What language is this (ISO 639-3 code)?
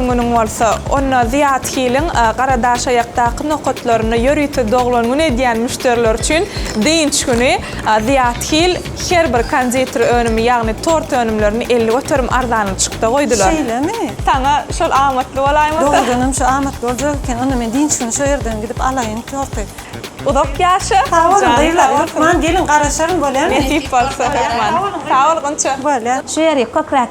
tuk